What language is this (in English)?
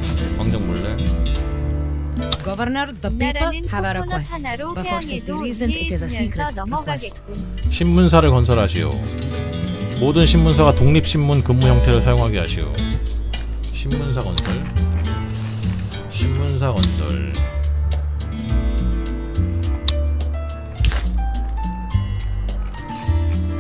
Korean